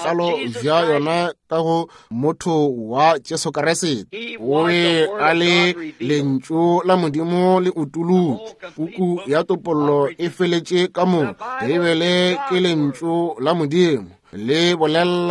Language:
Northern Sotho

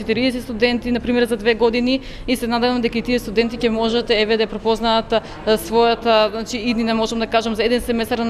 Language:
Macedonian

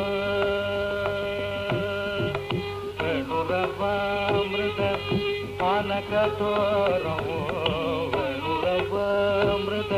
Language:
Tamil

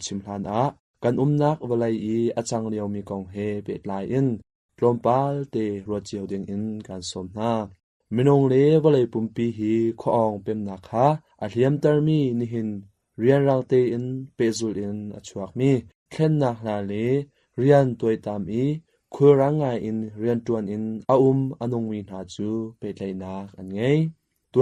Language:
Hakha Chin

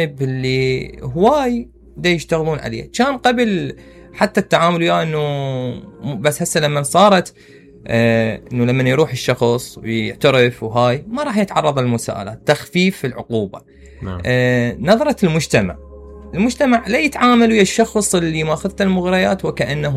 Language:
Mesopotamian Arabic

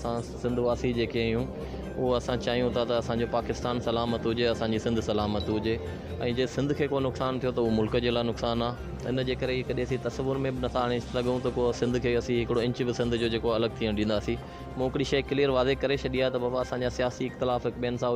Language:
Sindhi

